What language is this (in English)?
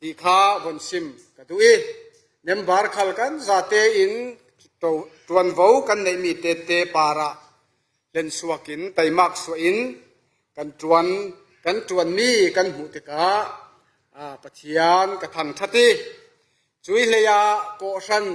Falam Chin